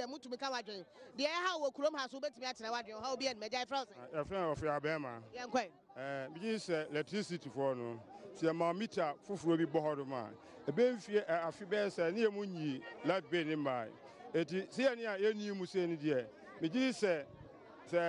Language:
Akan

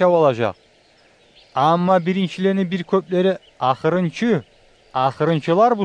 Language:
Kumyk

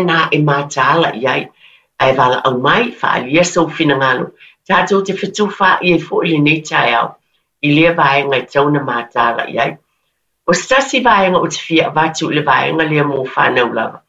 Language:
Samoan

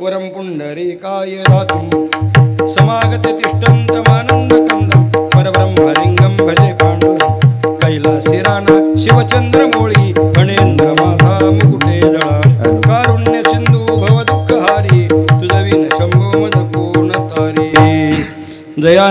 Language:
Marathi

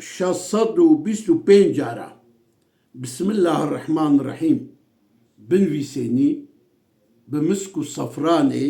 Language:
Kurdish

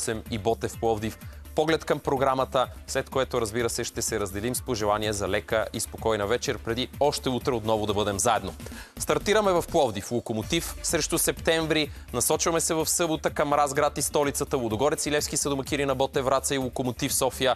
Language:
Bulgarian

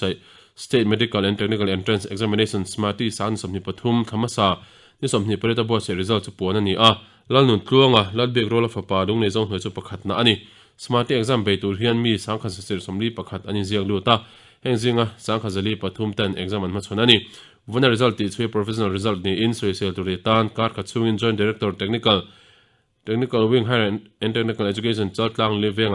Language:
Mizo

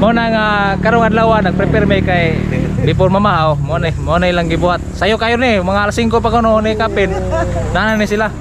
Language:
Cebuano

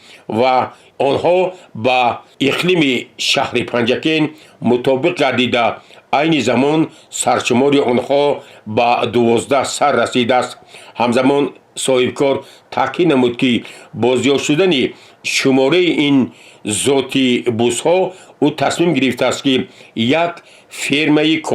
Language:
Tajik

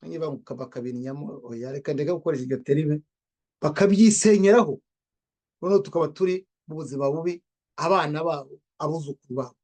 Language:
Kinyarwanda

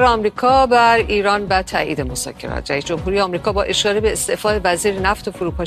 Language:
Persian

